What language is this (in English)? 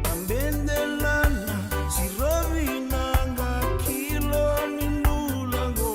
Fijian